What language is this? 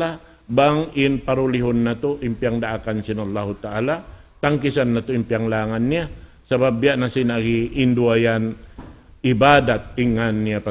Tausug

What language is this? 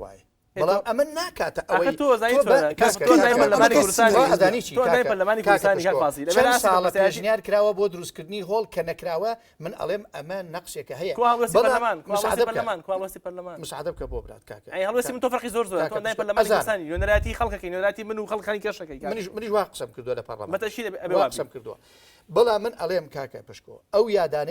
Central Kurdish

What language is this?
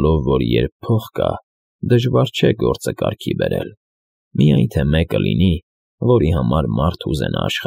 Armenian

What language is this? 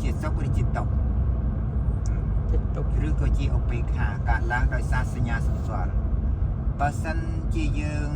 Khmer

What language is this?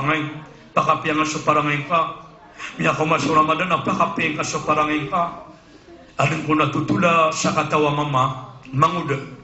Maranao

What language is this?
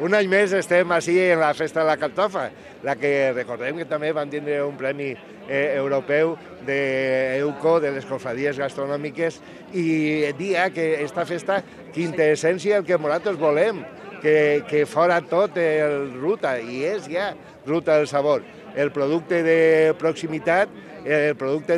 Catalan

